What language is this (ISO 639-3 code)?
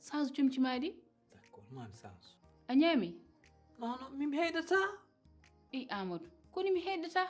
ful